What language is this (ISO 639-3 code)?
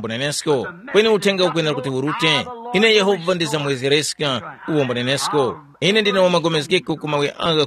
tum